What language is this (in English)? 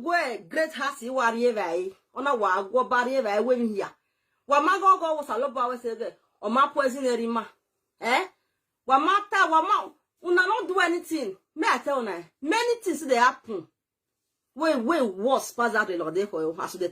Nigerian Pidgin